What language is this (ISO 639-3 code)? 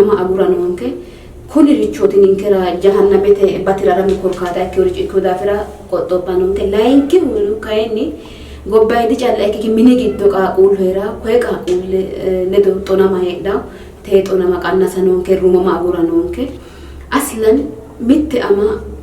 sid